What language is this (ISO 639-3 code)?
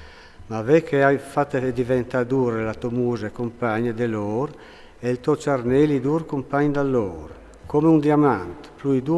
fur